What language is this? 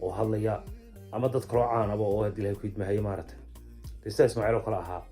Somali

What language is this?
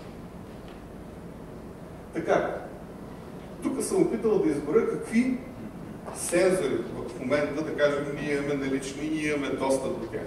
Bulgarian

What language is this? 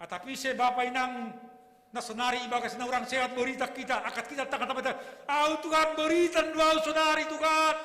Batak Simalungun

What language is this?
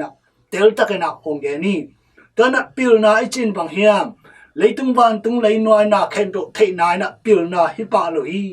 Tedim Chin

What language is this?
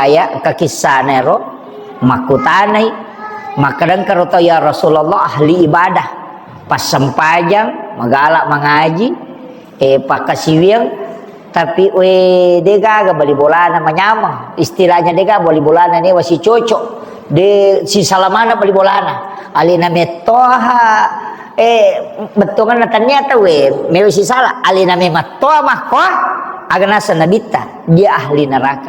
Buginese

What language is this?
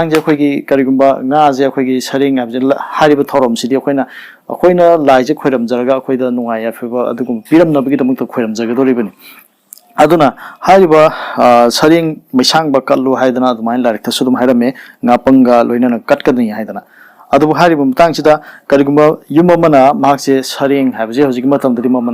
Manipuri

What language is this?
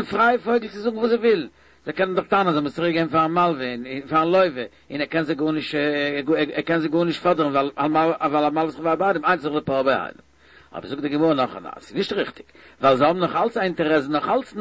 Yiddish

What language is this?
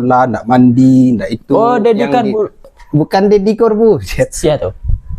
Minangkabau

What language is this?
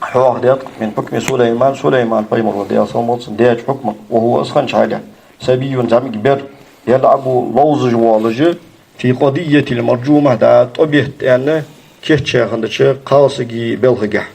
Ingush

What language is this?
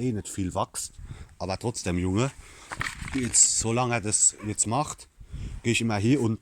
Palatine German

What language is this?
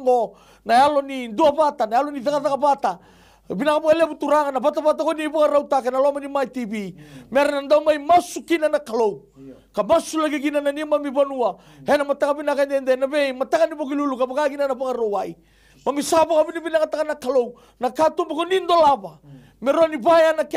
Fijian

